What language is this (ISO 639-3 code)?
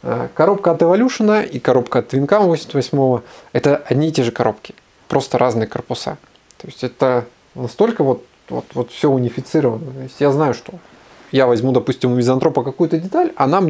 rus